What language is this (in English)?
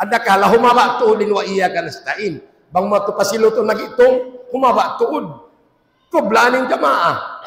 Tausug